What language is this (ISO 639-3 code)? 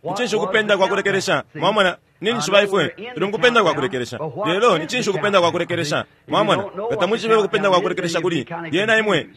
bem